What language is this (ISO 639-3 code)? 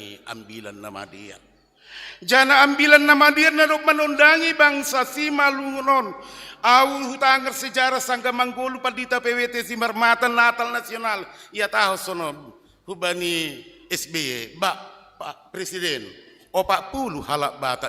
bts